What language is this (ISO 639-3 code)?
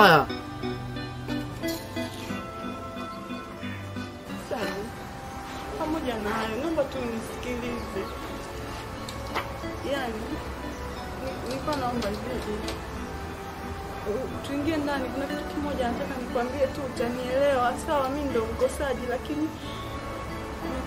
swa